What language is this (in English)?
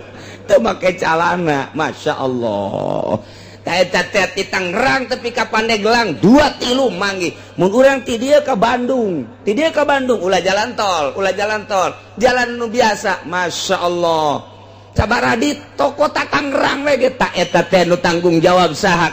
Sundanese